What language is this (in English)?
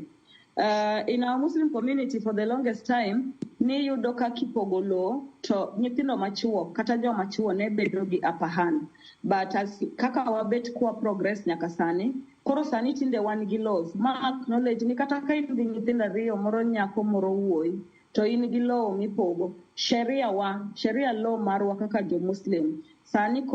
Luo (Kenya and Tanzania)